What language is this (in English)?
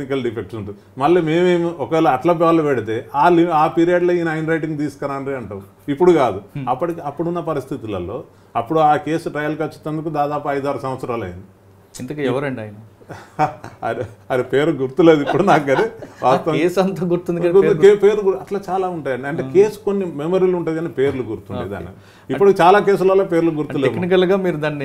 Telugu